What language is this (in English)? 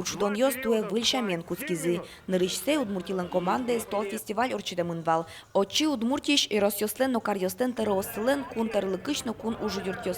Udmurt